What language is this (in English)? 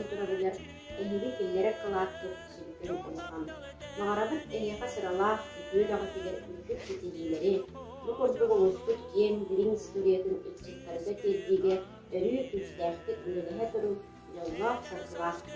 Yakut